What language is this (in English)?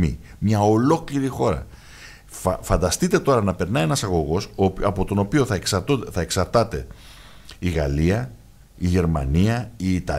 Greek